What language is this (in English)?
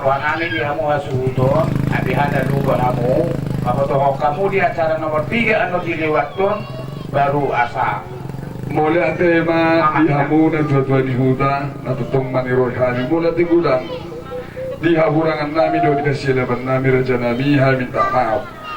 Batak Toba